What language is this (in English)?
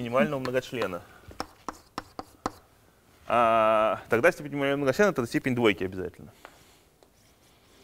Russian